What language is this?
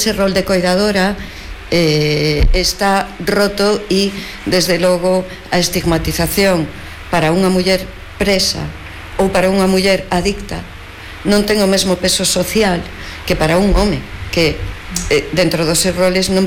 Galician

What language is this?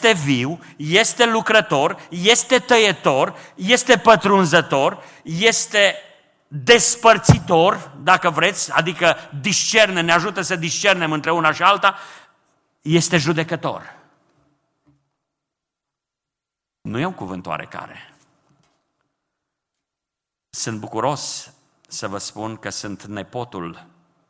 Romanian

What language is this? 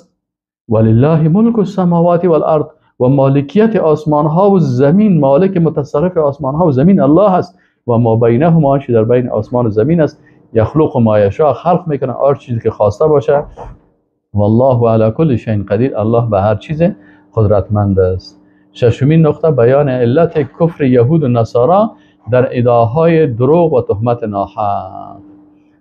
Persian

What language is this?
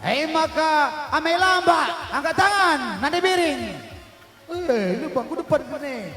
Batak Karo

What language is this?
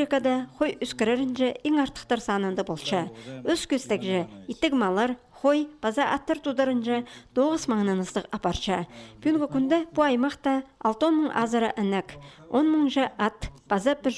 Khakas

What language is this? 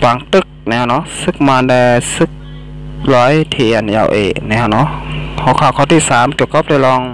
Shan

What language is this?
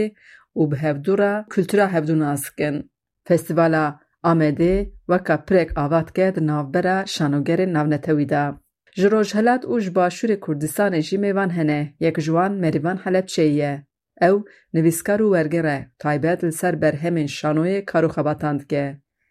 Kurdish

